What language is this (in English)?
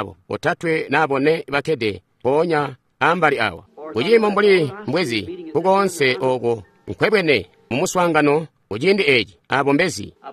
Tonga (Zambia)